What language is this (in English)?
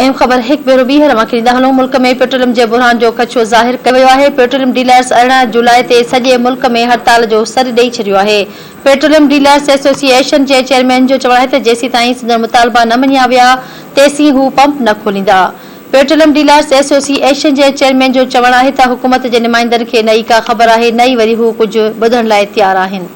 Sindhi